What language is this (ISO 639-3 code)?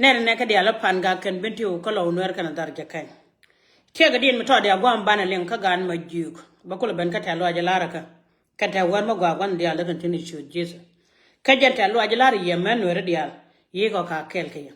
nus